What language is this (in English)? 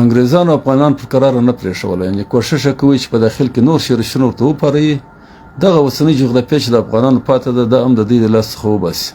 Pashto